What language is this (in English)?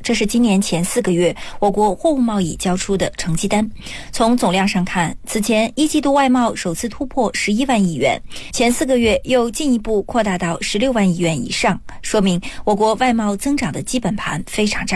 Chinese